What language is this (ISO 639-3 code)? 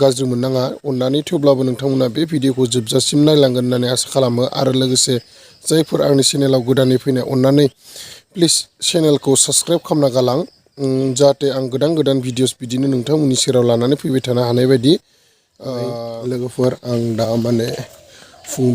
brx